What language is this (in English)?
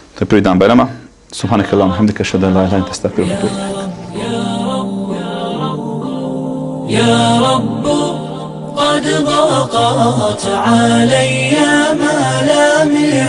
Bosnian